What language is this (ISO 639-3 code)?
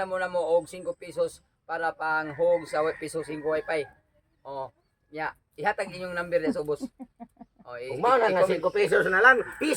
ceb